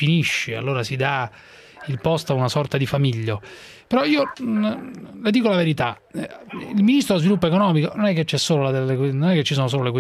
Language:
Italian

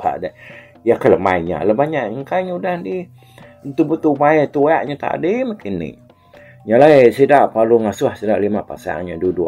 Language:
Iban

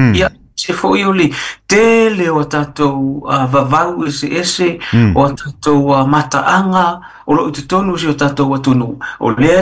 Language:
Samoan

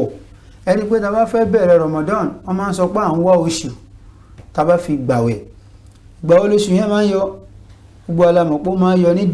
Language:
Yoruba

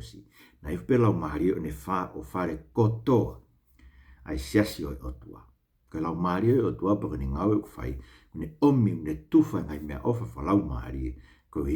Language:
Tongan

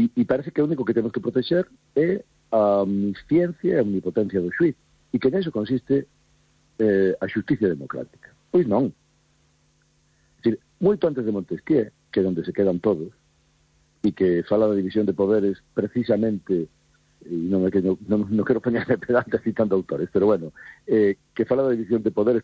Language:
Galician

